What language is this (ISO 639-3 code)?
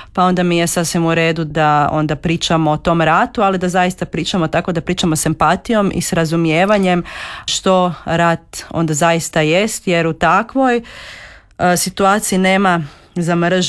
hrv